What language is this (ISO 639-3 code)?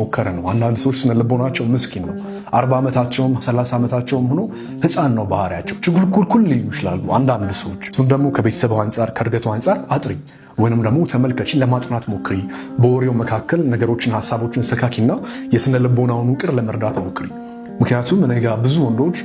amh